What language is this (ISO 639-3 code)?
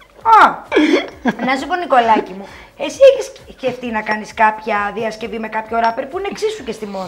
ell